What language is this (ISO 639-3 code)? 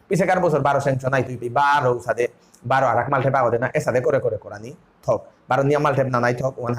bpy